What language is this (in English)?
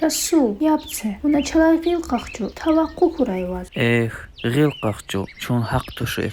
Lezghian